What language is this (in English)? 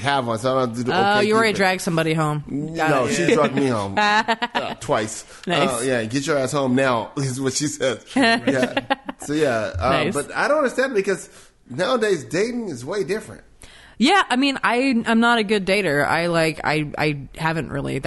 English